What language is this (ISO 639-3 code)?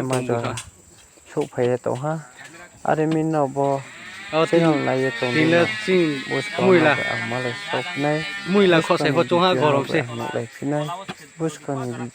ria